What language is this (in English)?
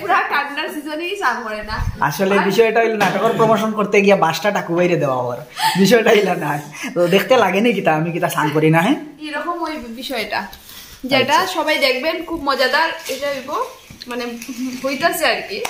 Sylheti